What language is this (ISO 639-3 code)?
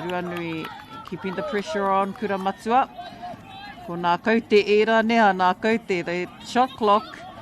mri